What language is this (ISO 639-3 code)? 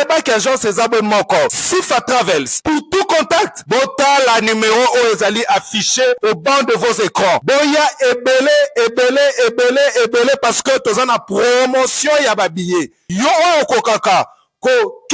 lin